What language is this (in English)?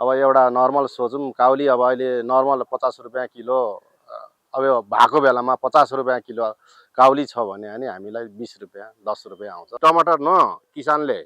Nepali